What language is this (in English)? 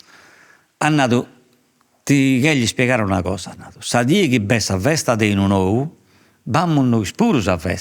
Sardinian